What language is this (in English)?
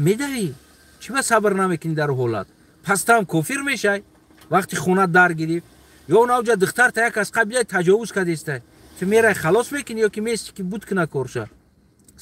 Tajik